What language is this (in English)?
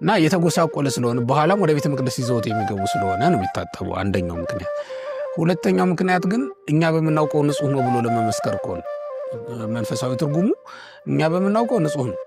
Amharic